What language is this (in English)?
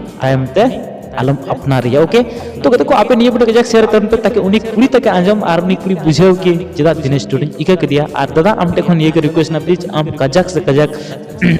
Santali